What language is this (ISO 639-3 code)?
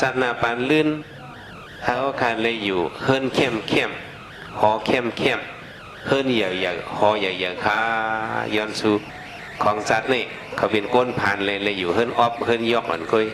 shn